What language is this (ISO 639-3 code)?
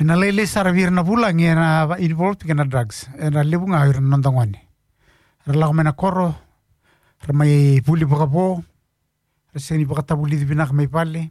fij